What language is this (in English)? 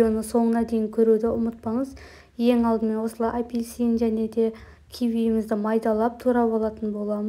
Kazakh